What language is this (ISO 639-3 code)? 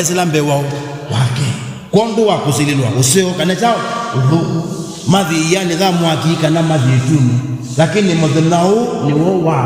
kam